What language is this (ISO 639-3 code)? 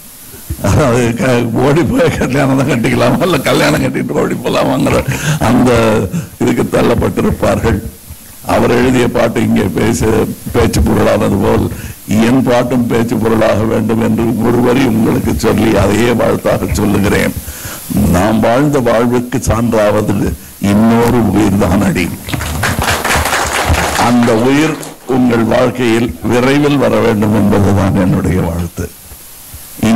tam